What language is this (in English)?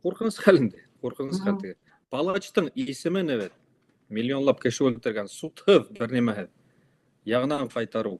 Bashkir